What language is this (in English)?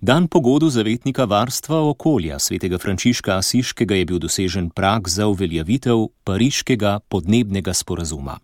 Slovenian